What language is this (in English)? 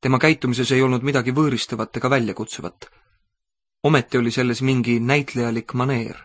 Estonian